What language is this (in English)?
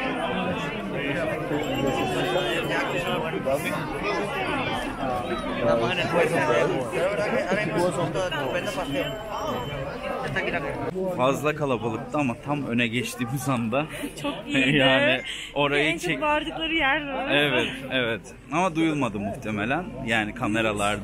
Turkish